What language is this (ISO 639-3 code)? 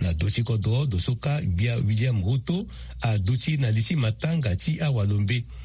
sag